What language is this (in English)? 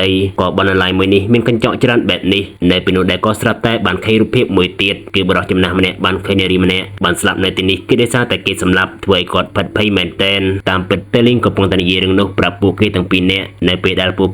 Khmer